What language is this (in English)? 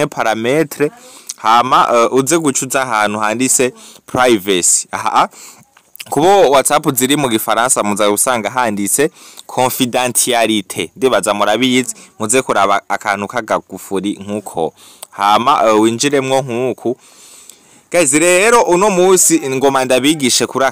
Rundi